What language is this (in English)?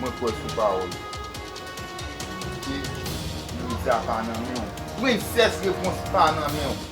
Haitian Creole